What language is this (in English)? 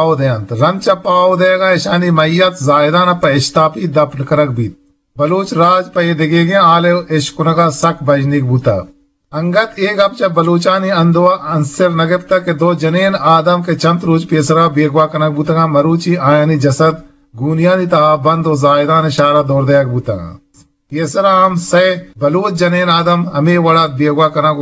Eastern Balochi